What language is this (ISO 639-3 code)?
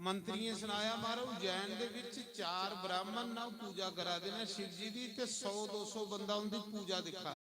doi